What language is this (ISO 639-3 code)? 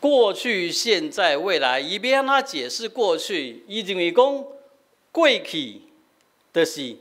nan